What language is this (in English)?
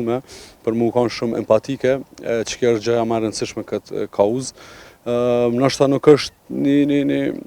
Albanian